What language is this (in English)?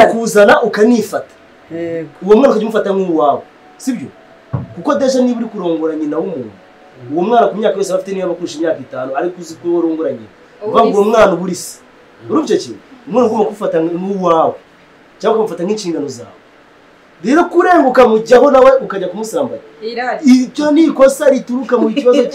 Kinyarwanda